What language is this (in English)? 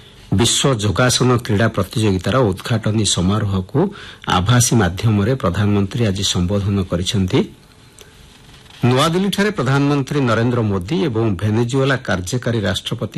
Odia